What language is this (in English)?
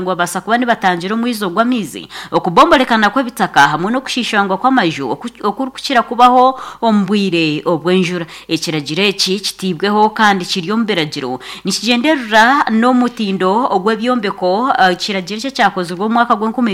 Nyankole